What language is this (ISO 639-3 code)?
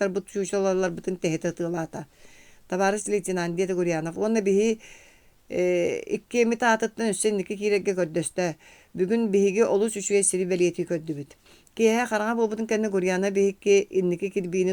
sah